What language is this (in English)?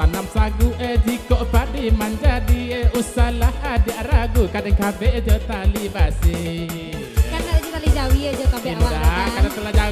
Minangkabau